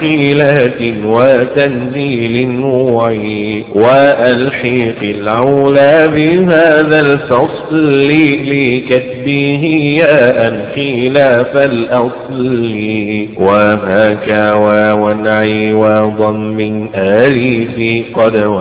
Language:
Arabic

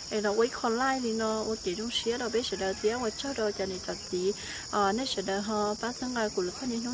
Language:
Vietnamese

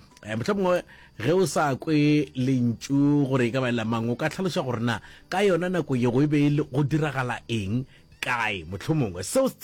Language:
Northern Sotho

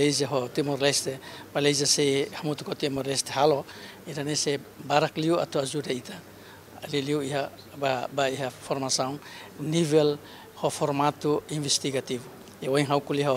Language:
Tetum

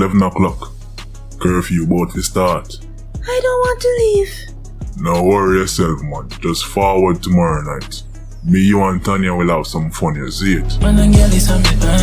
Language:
Jamaican Creole English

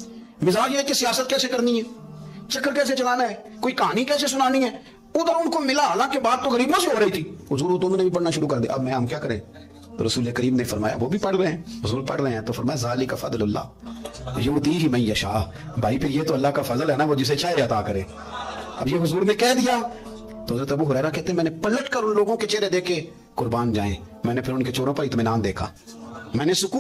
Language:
Urdu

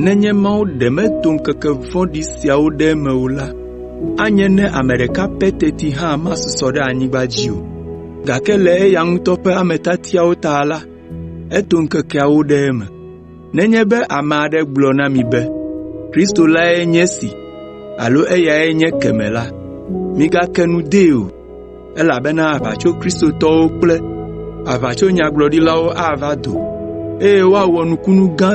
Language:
Ewe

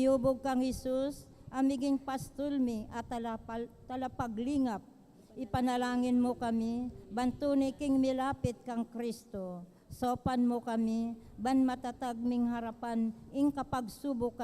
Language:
Pampanga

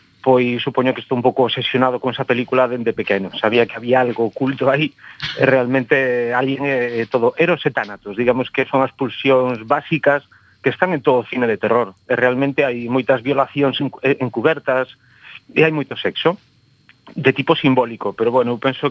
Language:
Galician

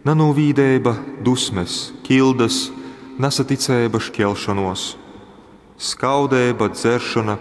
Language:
Latgalian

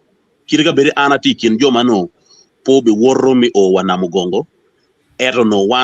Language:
Acoli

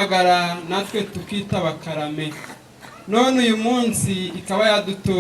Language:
Kinyarwanda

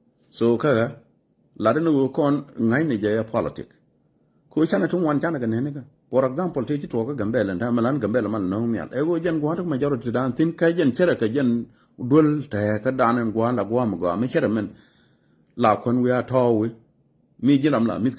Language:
Nuer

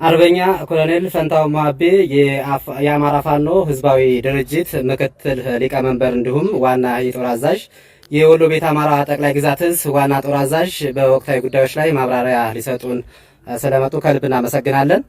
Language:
Amharic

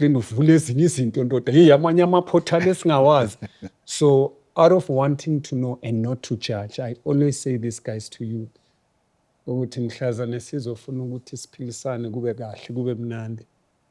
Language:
Zulu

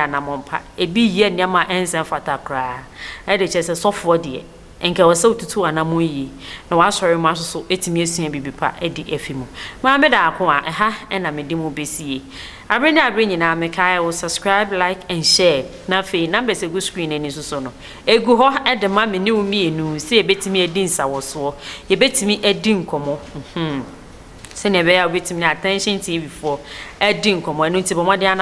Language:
Akan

